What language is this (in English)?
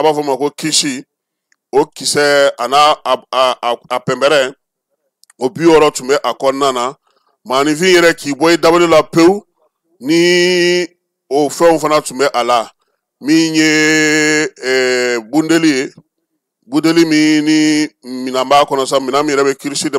Bambara